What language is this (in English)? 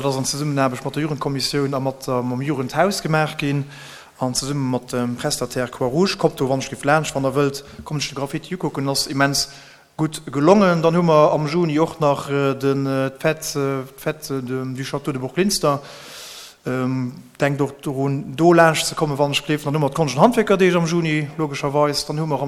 Luxembourgish